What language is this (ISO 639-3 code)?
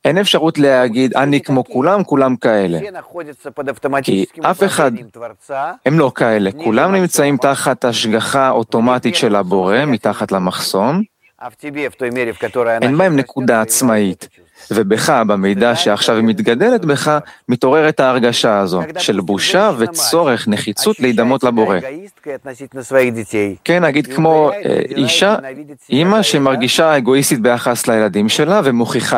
heb